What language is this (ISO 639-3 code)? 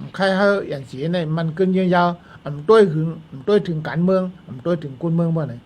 shn